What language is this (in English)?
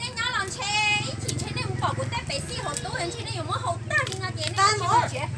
Hmong